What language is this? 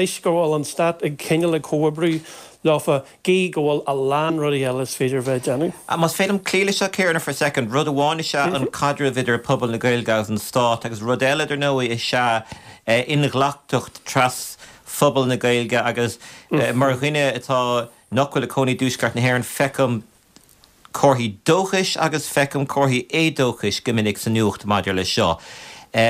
Irish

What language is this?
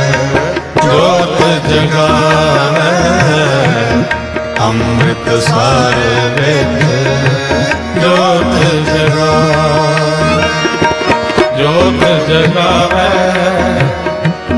Punjabi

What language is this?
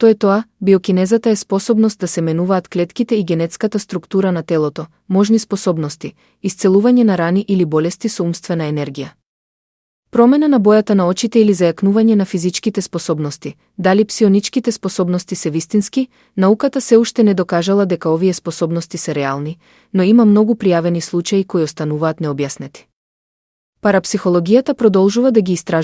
Macedonian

